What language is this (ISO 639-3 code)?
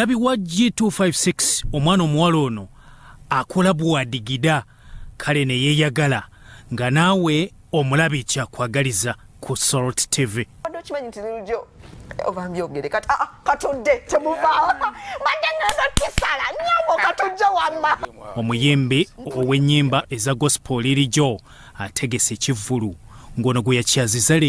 lug